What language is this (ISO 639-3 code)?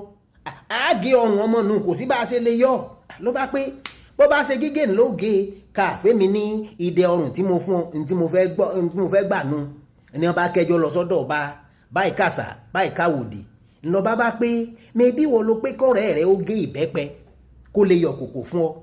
yor